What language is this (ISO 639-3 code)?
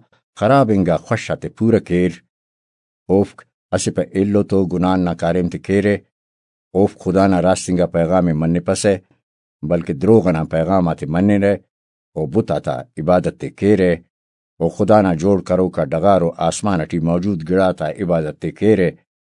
brh